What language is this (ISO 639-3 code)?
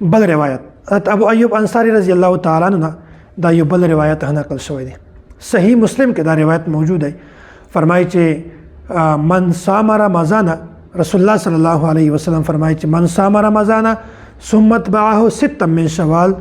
pus